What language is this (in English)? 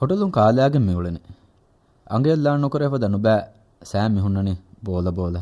Divehi